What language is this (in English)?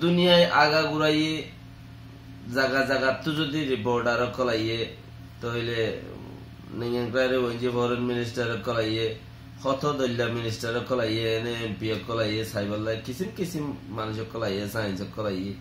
Rohingya